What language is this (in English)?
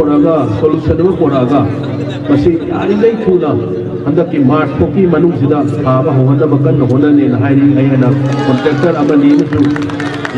Manipuri